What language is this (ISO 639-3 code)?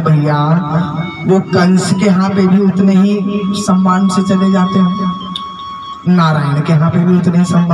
hin